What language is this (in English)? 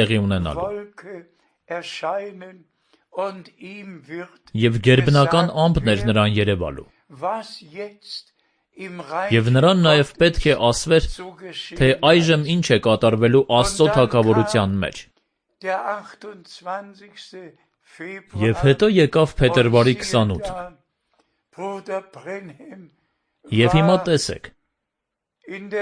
Armenian